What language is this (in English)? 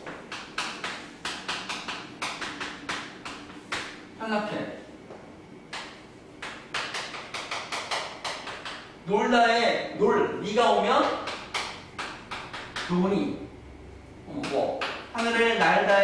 Korean